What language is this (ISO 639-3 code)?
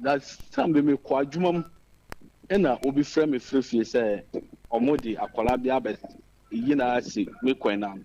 aka